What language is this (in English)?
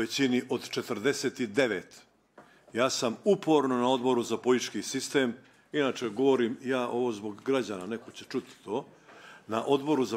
Bosnian